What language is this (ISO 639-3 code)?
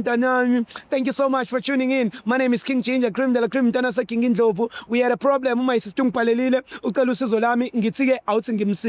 zul